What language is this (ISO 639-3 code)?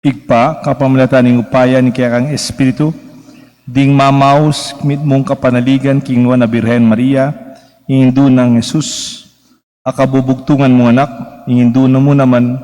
pam